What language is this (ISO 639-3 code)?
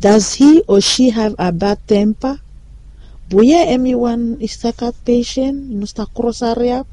bis